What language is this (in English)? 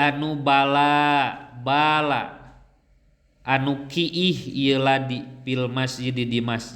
Sundanese